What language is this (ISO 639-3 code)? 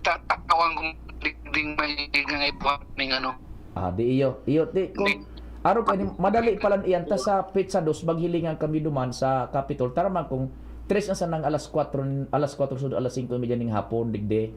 bik